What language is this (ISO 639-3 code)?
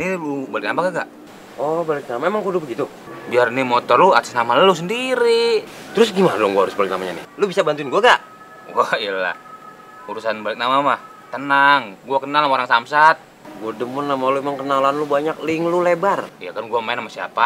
bew